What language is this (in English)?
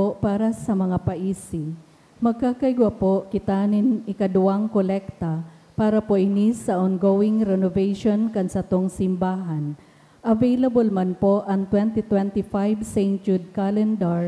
Bikol